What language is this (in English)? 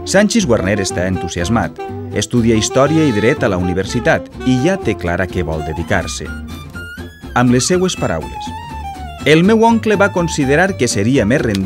Catalan